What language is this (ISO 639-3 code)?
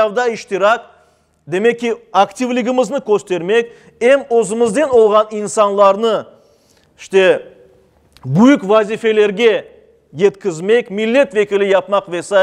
crh